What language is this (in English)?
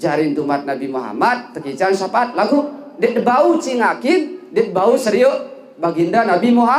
Sasak